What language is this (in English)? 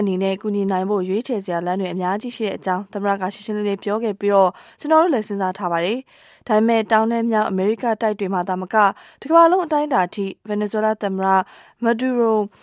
Burmese